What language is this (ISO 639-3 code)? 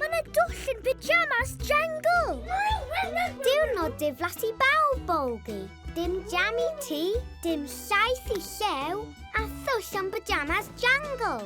cym